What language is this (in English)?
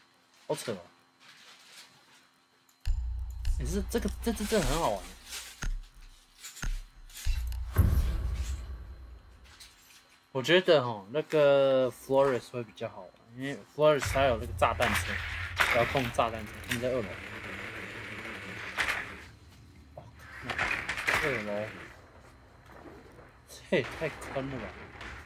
Chinese